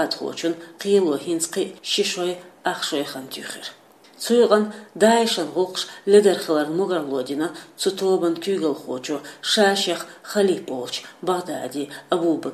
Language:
Chechen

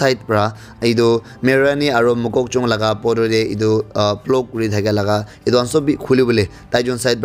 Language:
Naga Pidgin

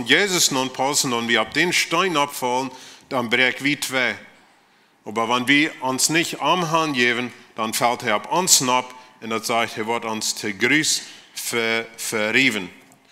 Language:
Plautdietsch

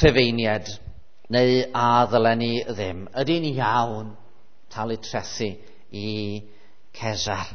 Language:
Welsh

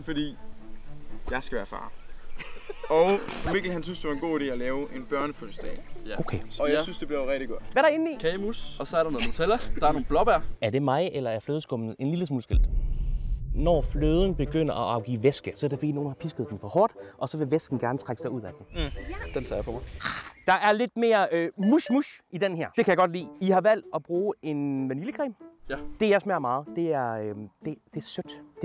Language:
Danish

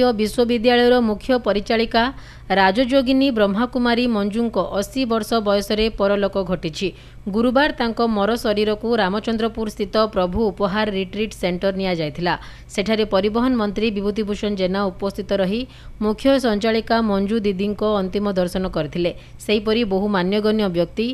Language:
Odia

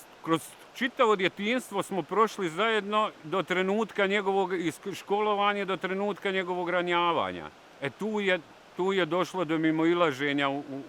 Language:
Bosnian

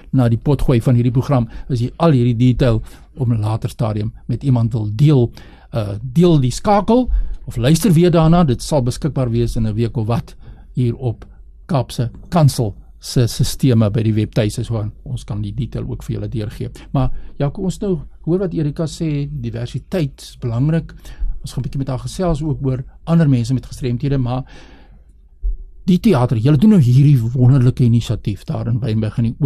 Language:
Afrikaans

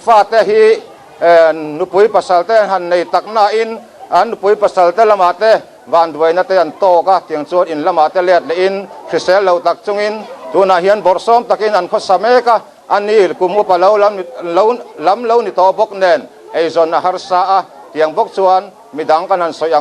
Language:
Mizo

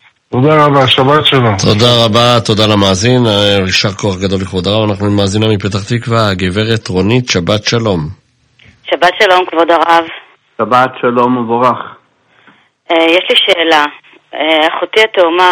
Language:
Hebrew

